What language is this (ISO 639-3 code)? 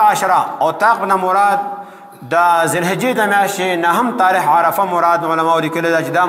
pus